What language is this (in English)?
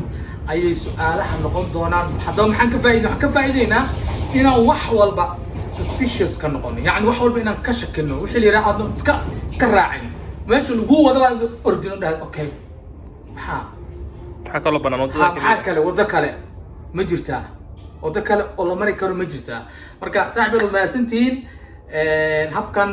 Somali